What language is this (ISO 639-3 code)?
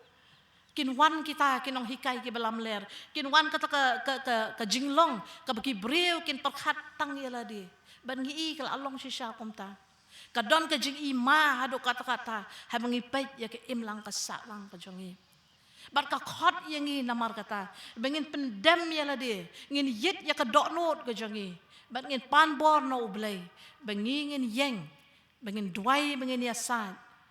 kha